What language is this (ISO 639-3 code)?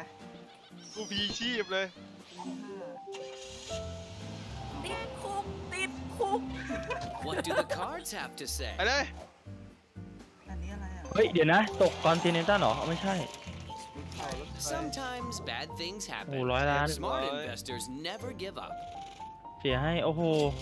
tha